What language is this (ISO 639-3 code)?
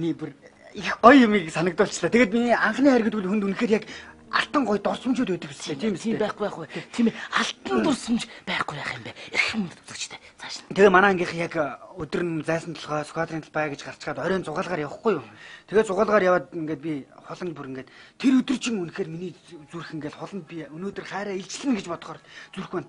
mon